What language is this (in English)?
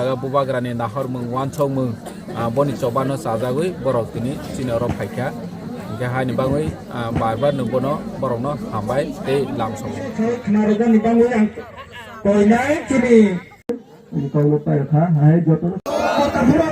Kok Borok